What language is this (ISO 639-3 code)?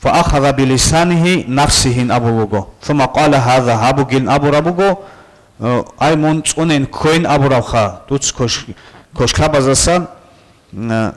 ava